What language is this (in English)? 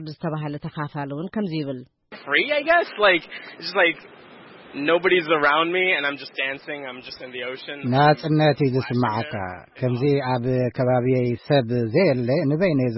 Tigrinya